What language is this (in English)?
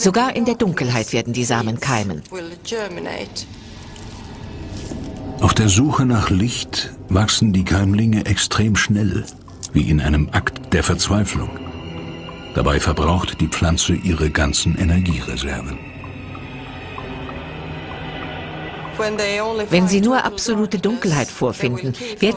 German